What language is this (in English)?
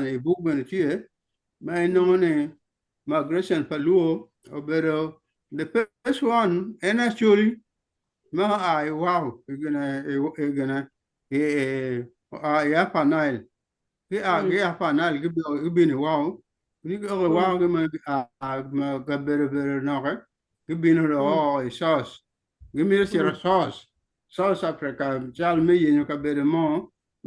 Acoli